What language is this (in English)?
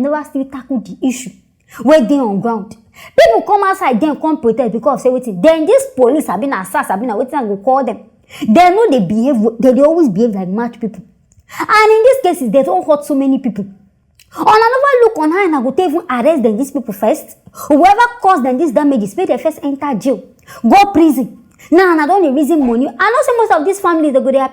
Nigerian Pidgin